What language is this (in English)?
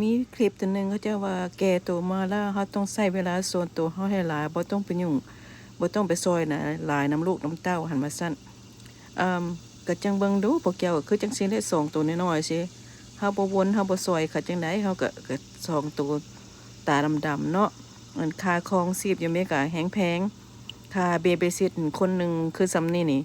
Lao